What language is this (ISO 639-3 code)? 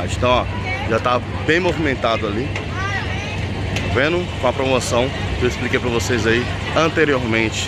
por